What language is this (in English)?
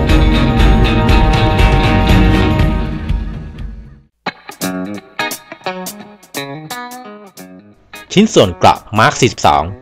Thai